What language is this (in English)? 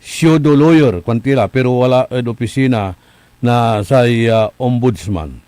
Pangasinan